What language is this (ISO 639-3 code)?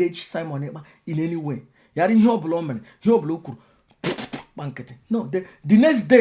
ibo